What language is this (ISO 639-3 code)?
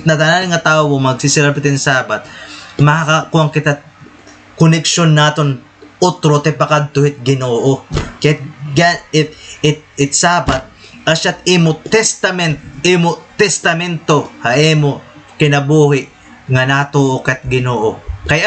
war